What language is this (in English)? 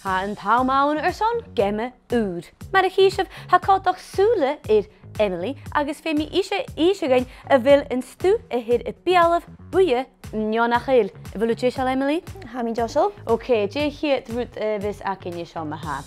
Scottish Gaelic